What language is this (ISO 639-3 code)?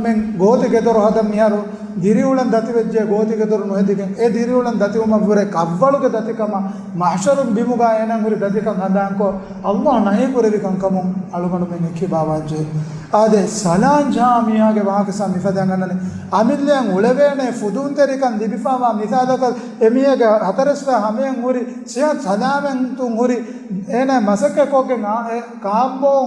div